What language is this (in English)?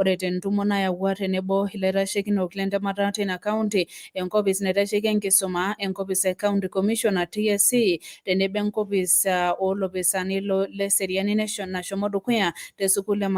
Masai